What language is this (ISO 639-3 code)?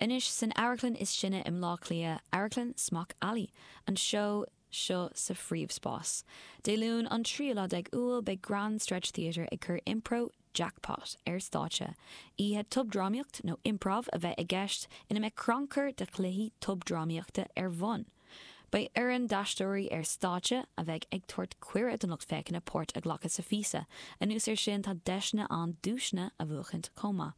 gle